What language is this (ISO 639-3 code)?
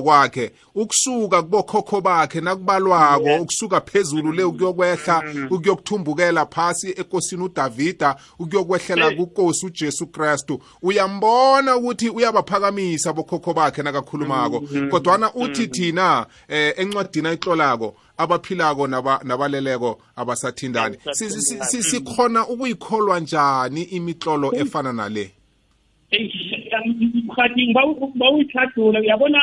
nbl